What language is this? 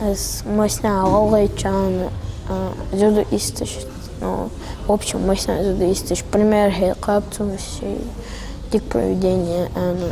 Ingush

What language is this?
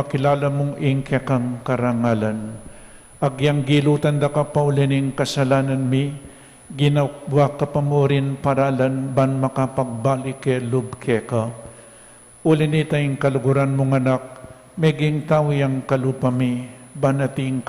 Pampanga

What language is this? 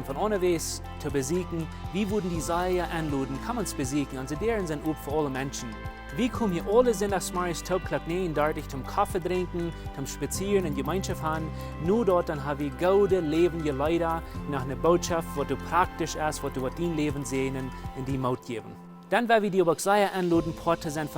Plautdietsch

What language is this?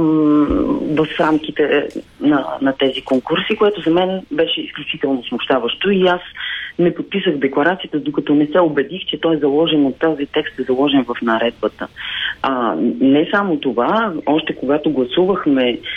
Bulgarian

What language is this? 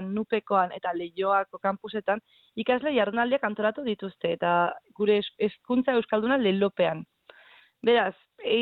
Basque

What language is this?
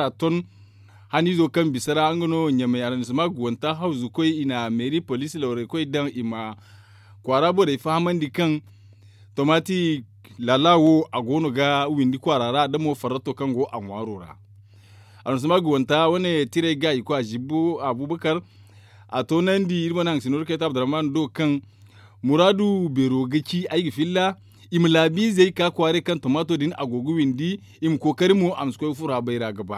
Zarma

